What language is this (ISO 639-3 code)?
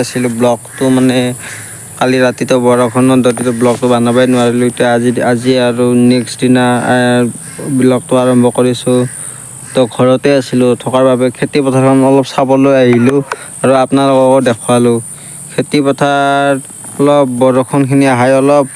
asm